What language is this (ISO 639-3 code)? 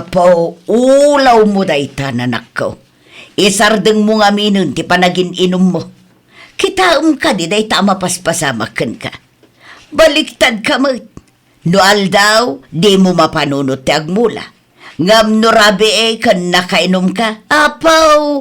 ilo